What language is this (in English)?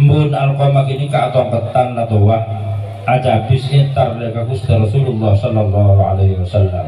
Madurese